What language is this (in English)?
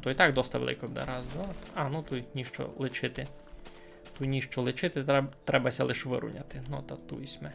Rusyn